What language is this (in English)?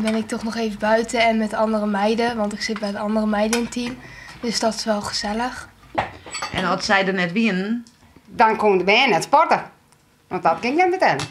Western Frisian